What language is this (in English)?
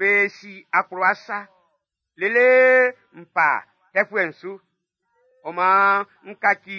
Baoulé